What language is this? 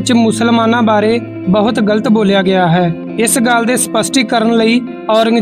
Punjabi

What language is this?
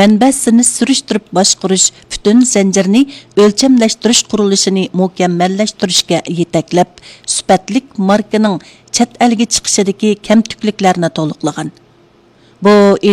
Uyghur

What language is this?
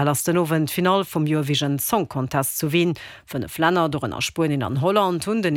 Luxembourgish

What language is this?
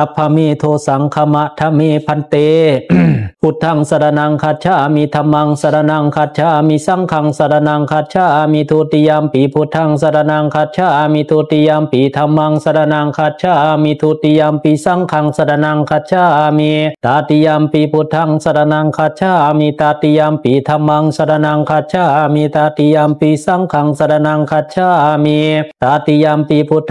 Pali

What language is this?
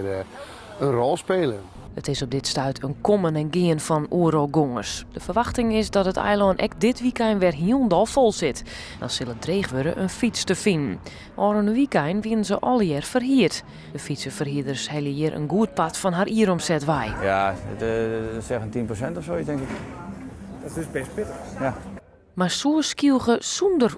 Western Frisian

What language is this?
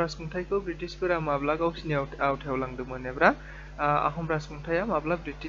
Bodo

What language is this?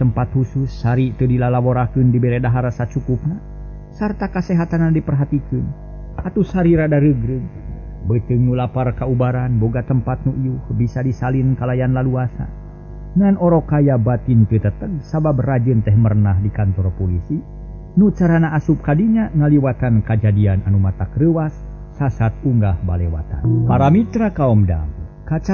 Sundanese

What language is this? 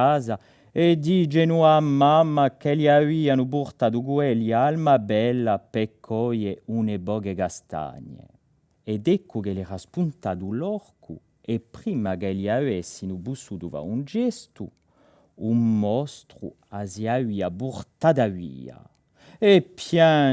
Corsican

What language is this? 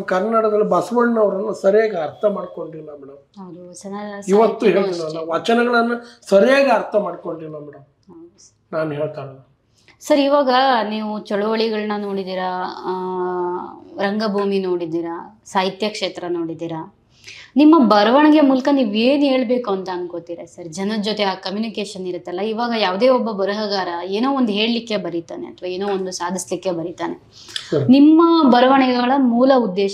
Kannada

